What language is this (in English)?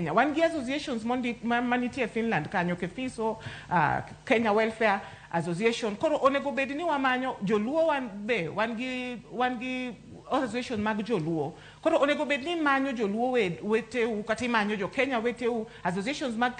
Luo (Kenya and Tanzania)